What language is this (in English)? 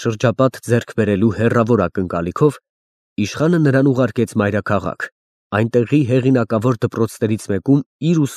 Armenian